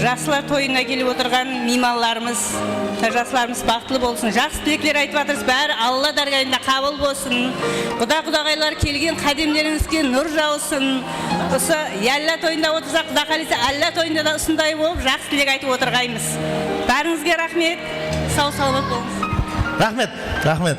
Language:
Kara-Kalpak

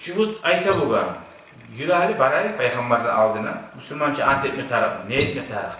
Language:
Kumyk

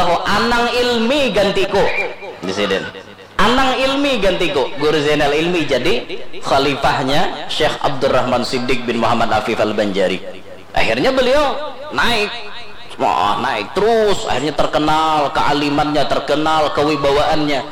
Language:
Banjar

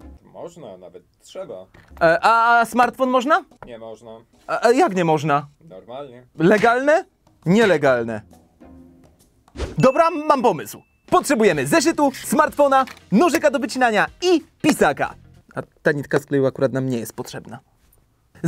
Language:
Polish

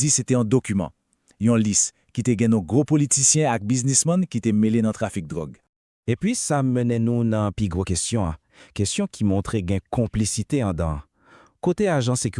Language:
Haitian Creole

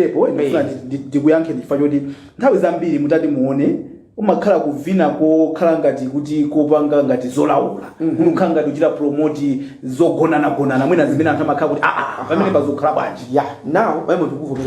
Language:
Nyanja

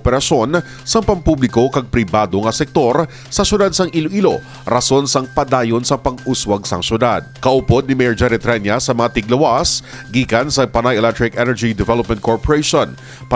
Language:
Hiligaynon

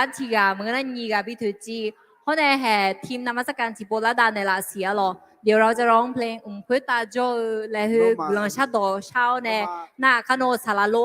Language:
Akha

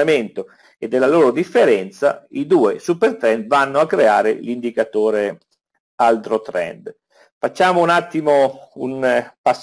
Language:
Italian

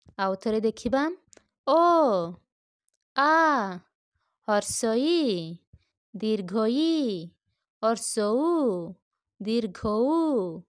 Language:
Odia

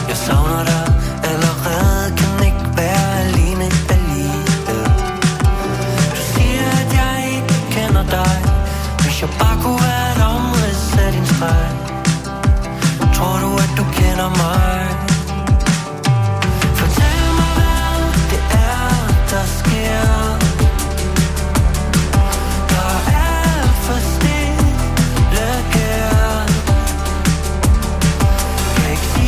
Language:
Danish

